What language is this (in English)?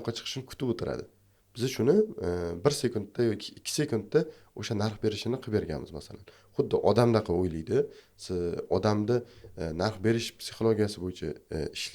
Uzbek